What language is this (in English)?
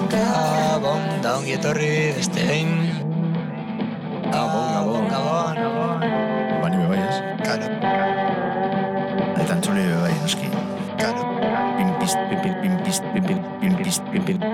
Basque